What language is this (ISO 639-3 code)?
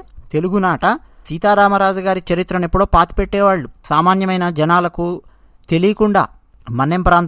tel